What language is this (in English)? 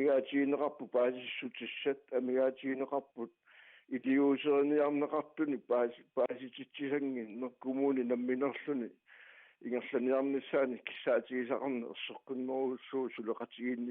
Kalaallisut